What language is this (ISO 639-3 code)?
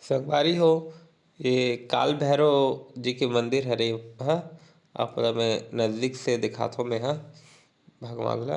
hne